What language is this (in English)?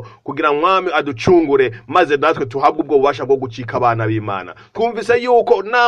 Rundi